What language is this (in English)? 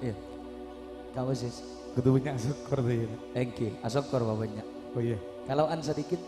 Madurese